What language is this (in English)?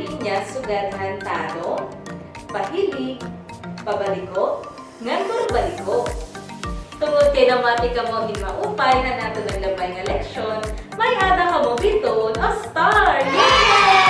Waray